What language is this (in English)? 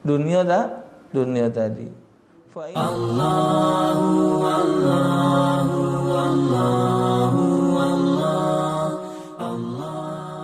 Musi